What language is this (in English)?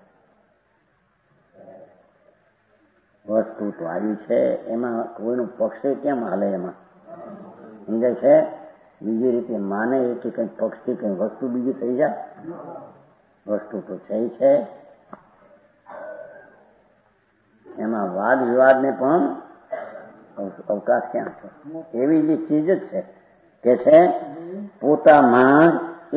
Gujarati